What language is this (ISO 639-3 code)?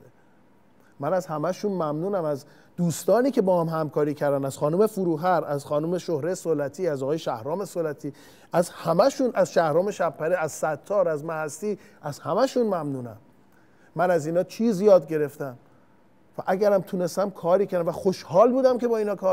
fas